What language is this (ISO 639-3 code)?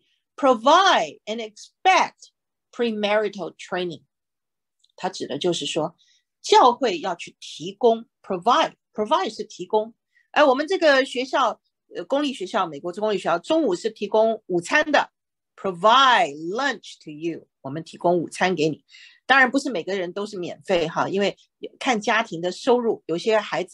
zho